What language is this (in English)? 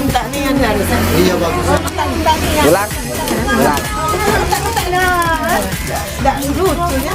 Musi